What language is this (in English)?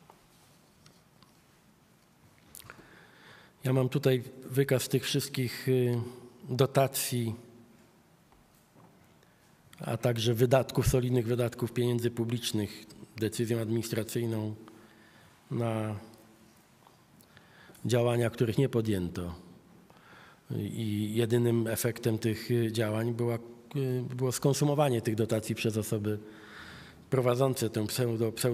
Polish